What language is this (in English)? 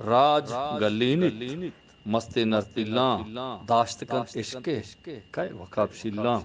Eastern Balochi